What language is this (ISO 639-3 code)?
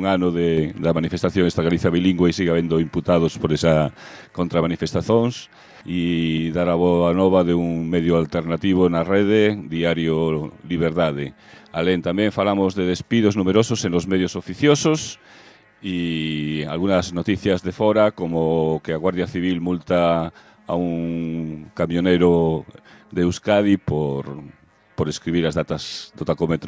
glg